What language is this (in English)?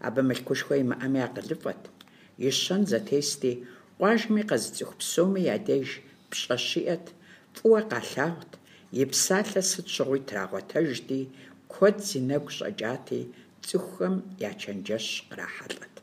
Kabardian